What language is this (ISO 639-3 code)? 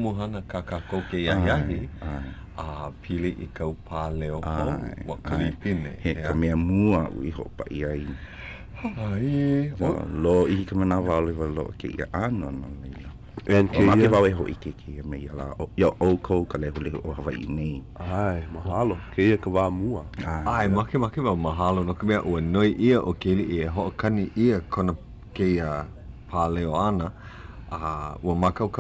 haw